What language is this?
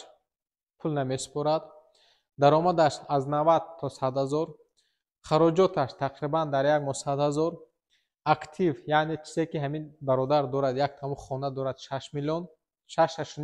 Tajik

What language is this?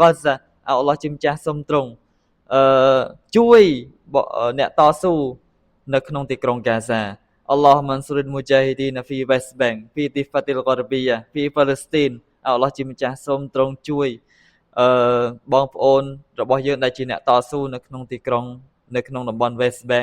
Khmer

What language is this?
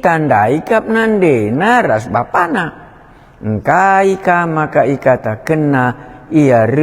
Batak Karo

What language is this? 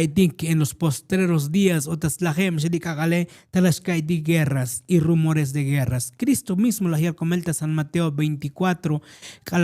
Tzotzil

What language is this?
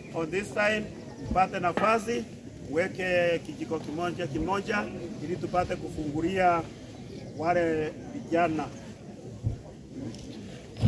Swahili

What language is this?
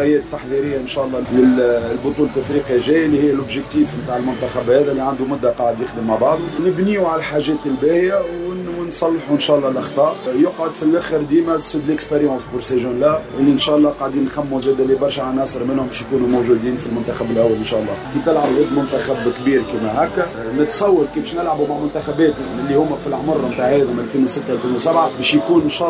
Tunisian Arabic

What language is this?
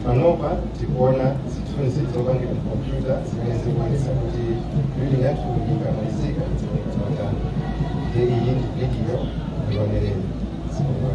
Nyanja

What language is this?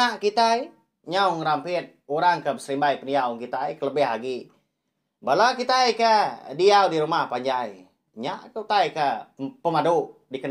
Iban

